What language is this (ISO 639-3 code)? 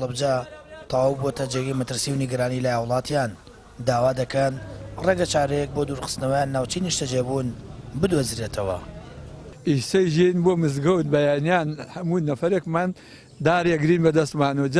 ckb